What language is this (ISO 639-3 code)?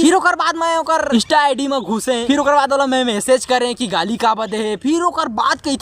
hne